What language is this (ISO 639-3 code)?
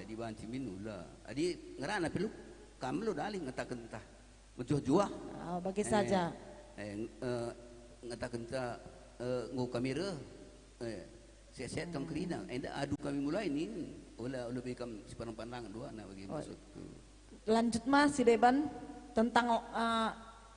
btx